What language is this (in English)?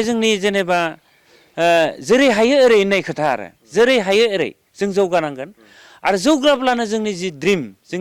Bodo